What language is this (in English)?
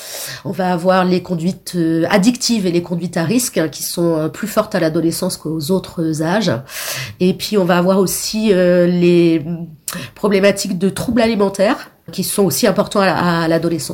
French